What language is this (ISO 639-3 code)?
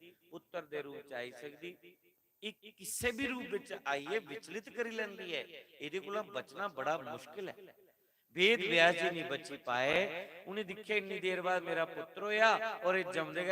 doi